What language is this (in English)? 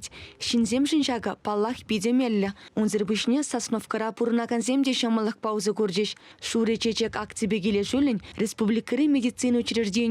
Chuvash